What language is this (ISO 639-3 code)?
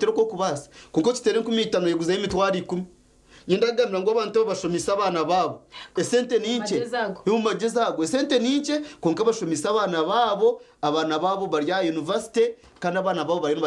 nyn